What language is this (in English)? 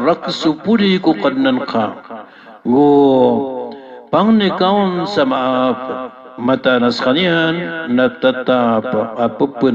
Maranao